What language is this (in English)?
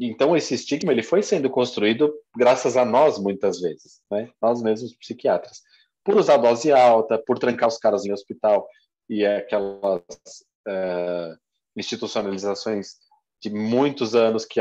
Portuguese